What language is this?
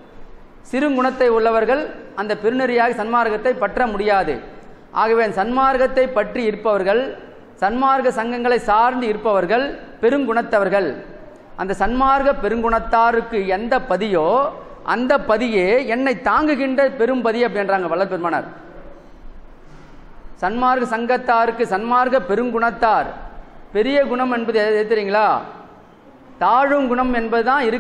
Tamil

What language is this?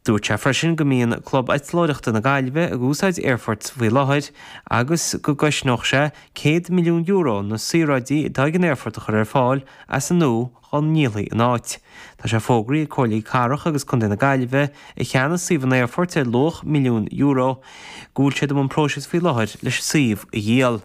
Irish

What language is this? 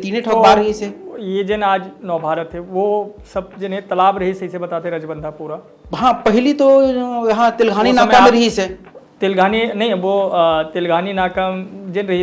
Chhattisgarhi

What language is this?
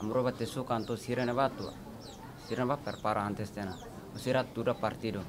Tetum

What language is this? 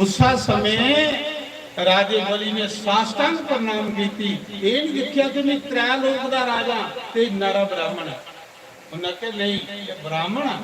Dogri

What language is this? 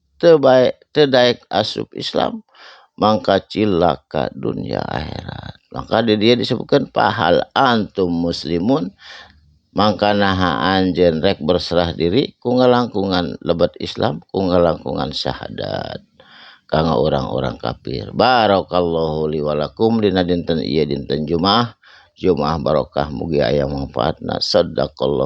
Sundanese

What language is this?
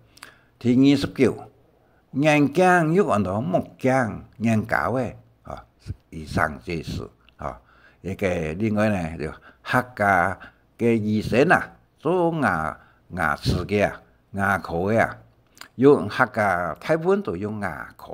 Hakka Chinese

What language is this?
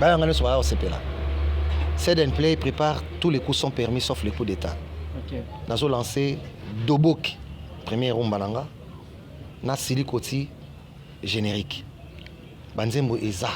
Lingala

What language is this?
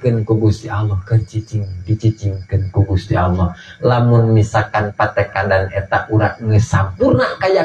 Sundanese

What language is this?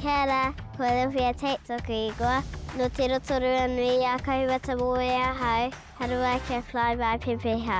Māori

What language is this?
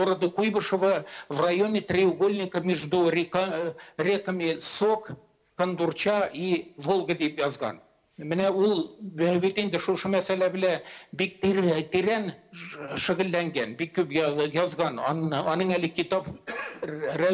Tatar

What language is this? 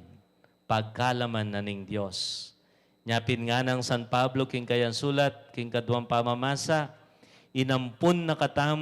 Pampanga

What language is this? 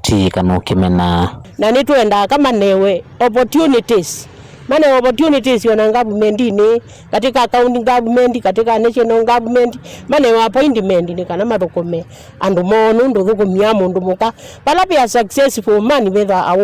Kamba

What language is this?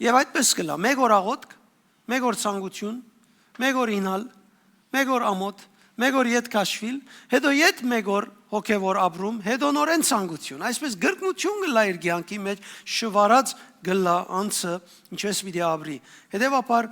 Western Armenian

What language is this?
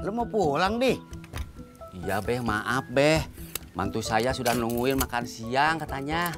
Betawi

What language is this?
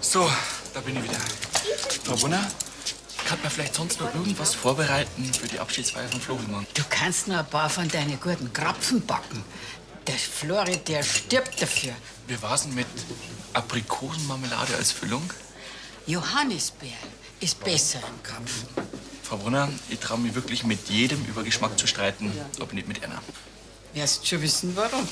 Bavarian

